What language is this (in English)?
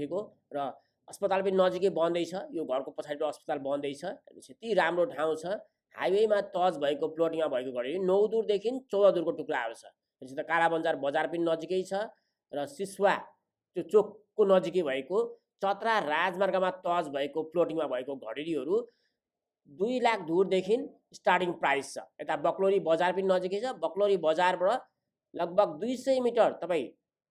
Nepali